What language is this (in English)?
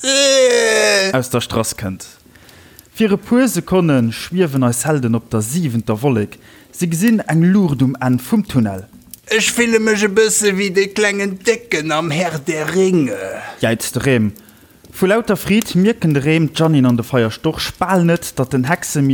Luxembourgish